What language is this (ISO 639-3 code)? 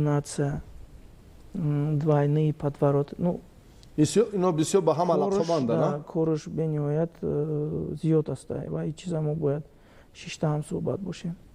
tgk